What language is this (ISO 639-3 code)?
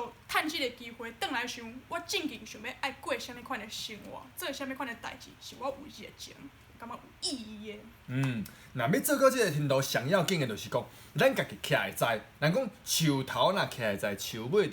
nan